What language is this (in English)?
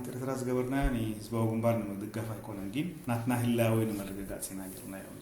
Tigrinya